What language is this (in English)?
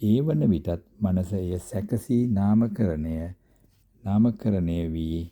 Sinhala